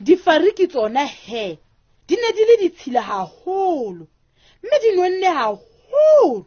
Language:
Southern Sotho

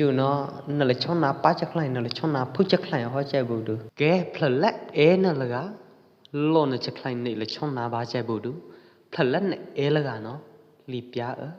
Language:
Pwo Eastern Karen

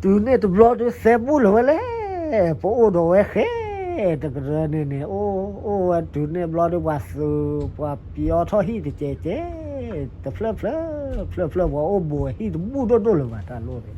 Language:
S'gaw Karen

